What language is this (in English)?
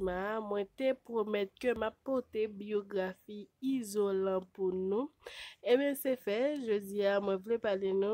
Haitian Creole